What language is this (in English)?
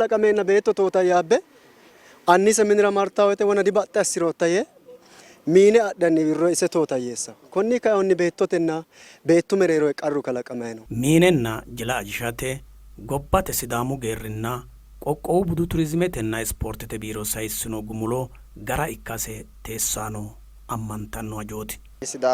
Sidamo